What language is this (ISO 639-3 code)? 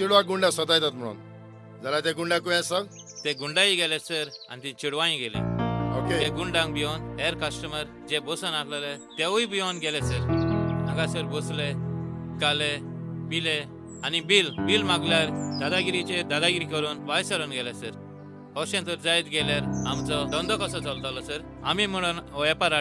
kok